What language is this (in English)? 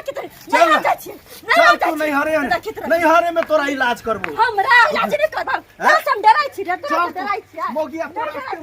Maithili